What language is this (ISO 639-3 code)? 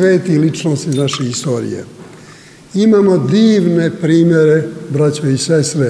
srp